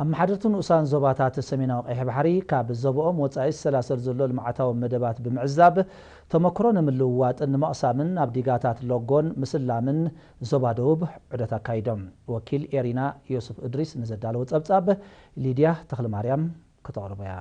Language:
Tigrinya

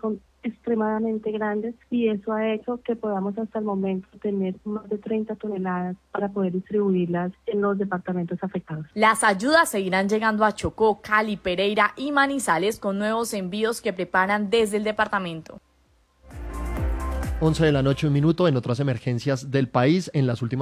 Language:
Spanish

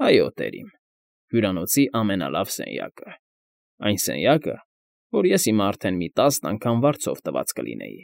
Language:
Armenian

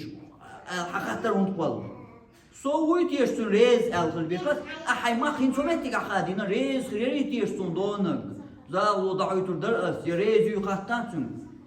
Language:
Chechen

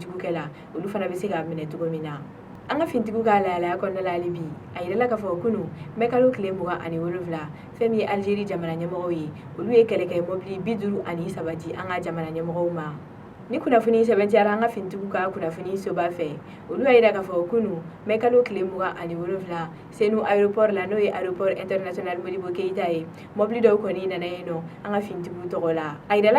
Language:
Bambara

